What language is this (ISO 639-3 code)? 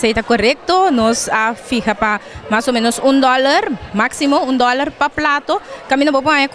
pap